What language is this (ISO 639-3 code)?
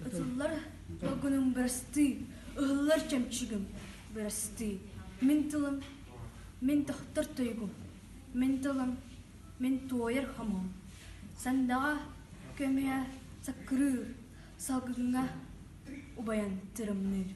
sah